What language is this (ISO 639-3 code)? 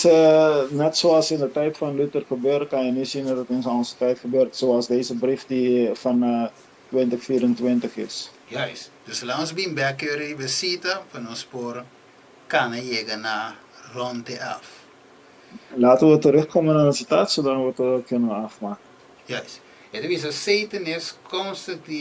pap